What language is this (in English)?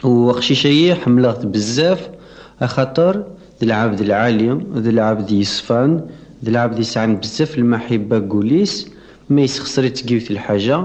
Kabyle